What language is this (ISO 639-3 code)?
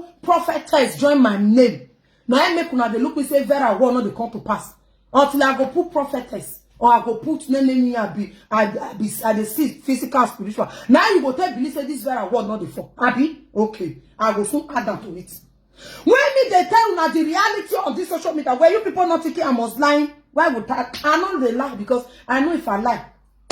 pcm